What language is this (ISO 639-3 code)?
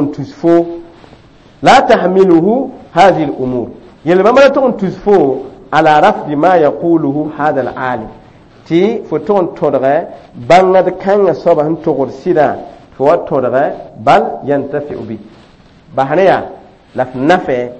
mos